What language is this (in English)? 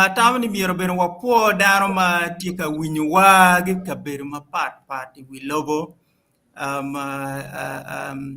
Acoli